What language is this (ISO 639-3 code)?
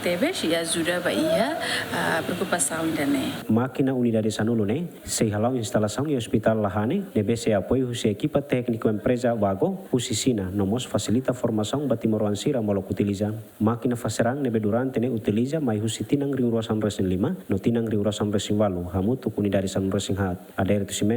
tet